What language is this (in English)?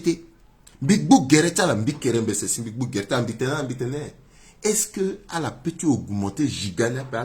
Sango